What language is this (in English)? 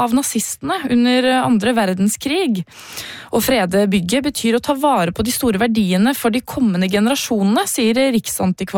Norwegian